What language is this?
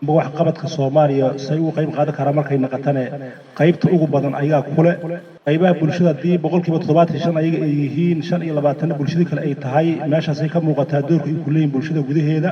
Somali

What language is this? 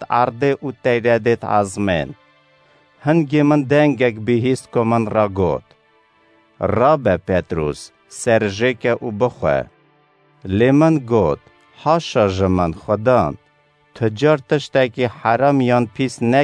Kurdish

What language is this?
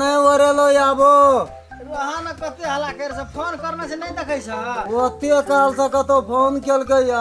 Maithili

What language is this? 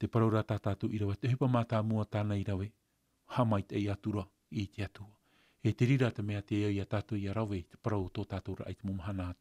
Tahitian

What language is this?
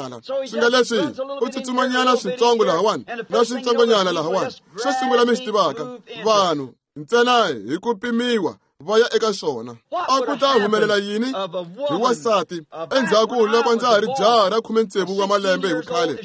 Tsonga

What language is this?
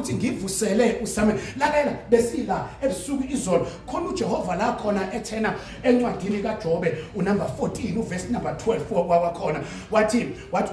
Zulu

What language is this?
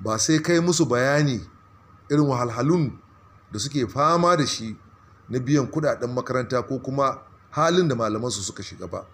Hausa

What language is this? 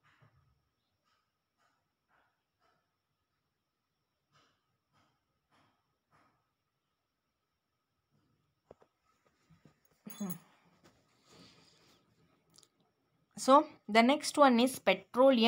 Kannada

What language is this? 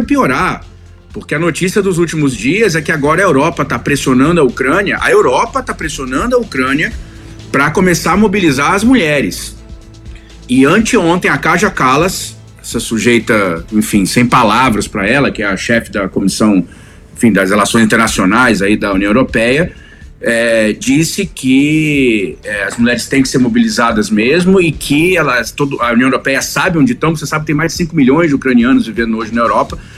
Portuguese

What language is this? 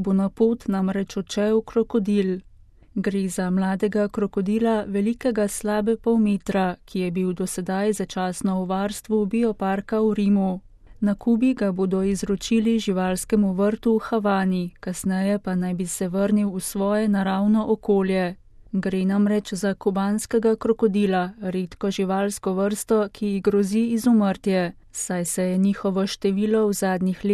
Slovenian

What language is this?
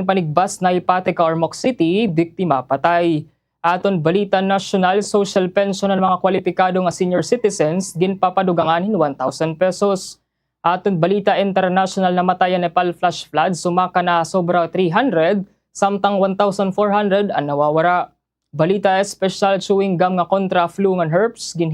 Waray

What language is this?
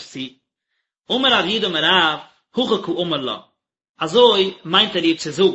Yiddish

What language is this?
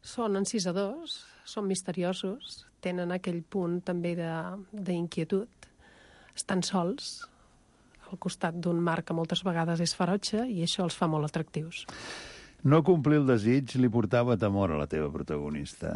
Catalan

